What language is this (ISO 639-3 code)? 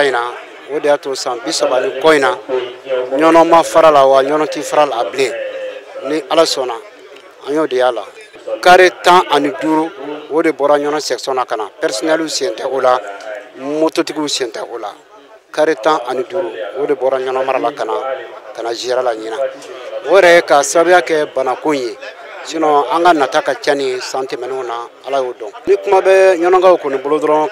bam